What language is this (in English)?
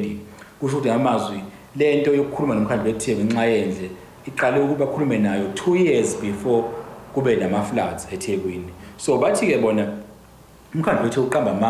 Zulu